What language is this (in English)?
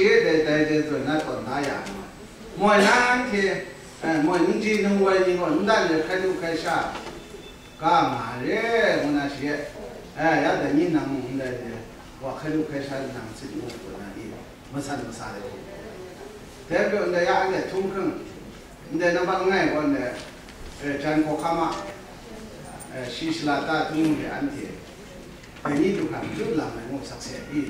Chinese